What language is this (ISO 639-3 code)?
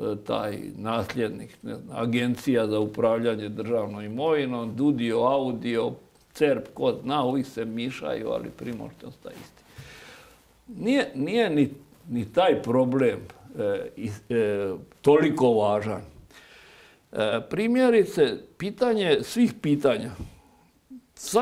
hrv